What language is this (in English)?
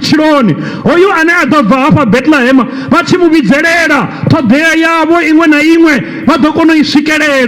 Venda